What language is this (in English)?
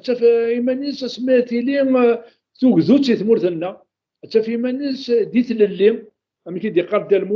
Kabyle